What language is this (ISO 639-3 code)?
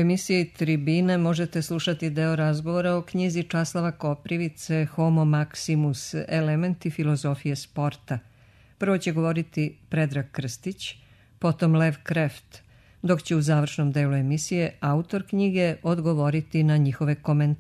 srp